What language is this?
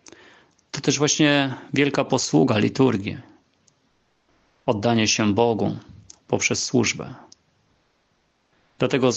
Polish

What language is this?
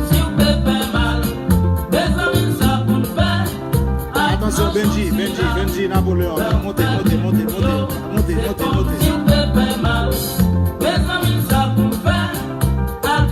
Haitian Creole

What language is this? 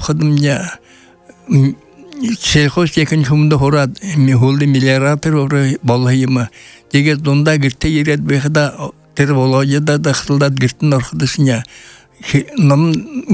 Buriat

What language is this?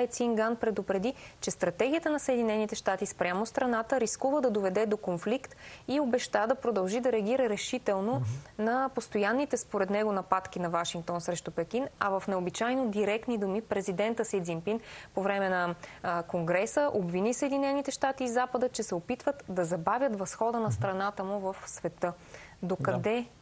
Bulgarian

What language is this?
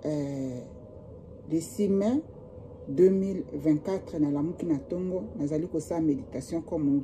Lingala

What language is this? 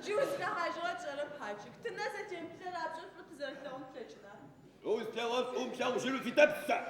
Adyghe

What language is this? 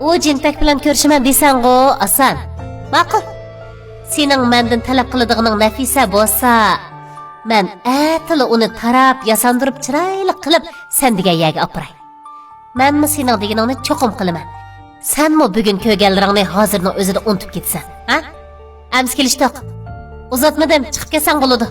Uyghur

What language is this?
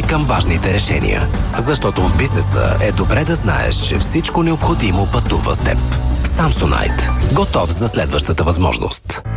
Bulgarian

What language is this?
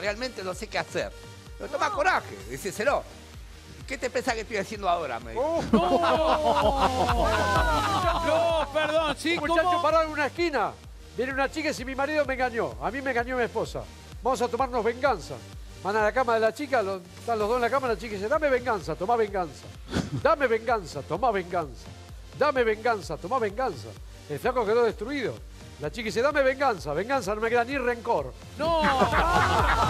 Spanish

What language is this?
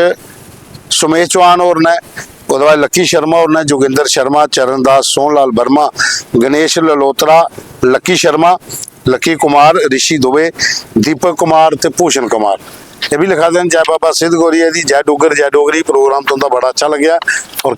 Dogri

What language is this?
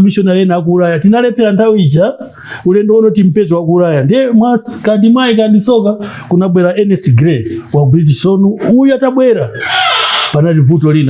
Nyanja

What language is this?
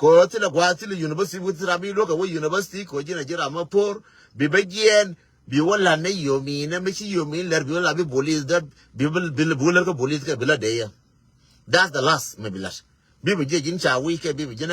Nuer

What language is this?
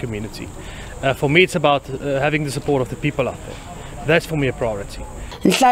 Tsonga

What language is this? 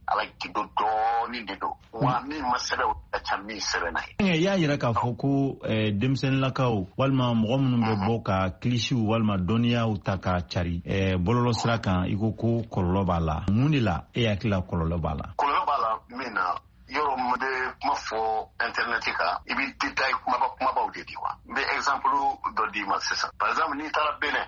Bambara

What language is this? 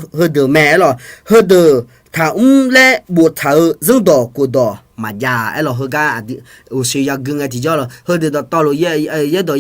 Akha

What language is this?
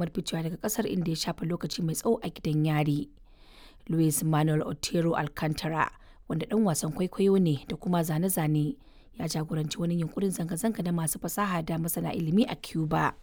Hausa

